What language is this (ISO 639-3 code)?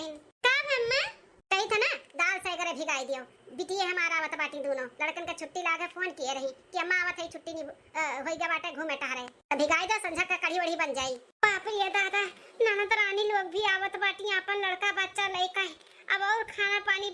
awa